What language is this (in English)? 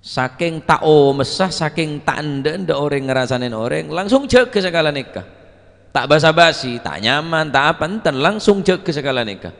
Madurese